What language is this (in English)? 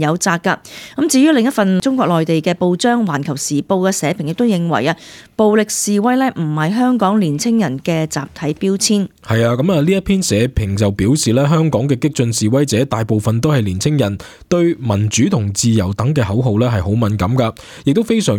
Cantonese